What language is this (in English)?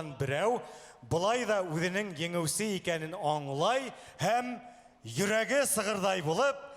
Bashkir